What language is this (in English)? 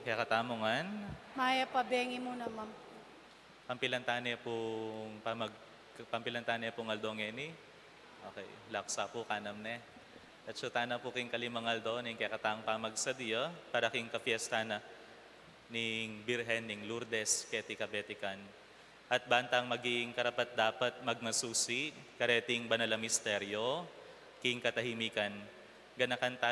Pampanga